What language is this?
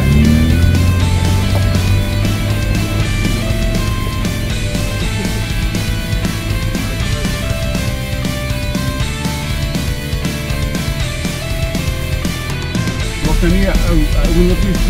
Afrikaans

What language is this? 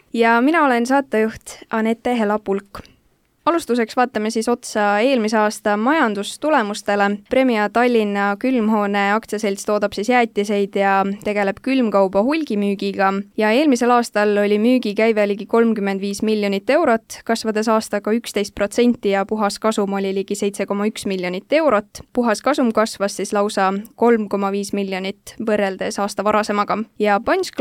Estonian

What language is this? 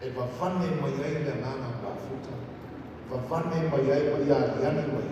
Samoan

